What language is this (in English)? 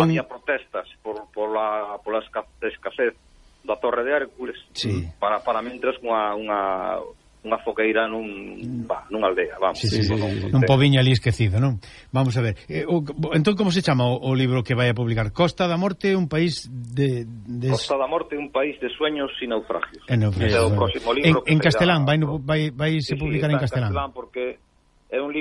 Galician